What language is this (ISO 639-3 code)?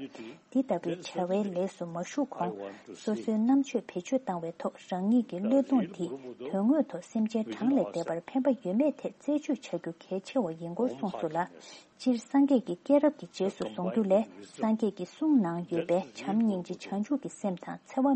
bod